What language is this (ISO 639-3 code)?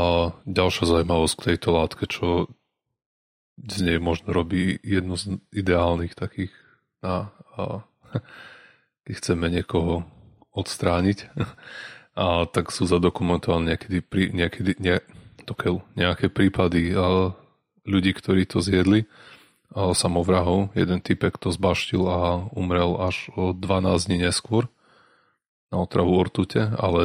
slk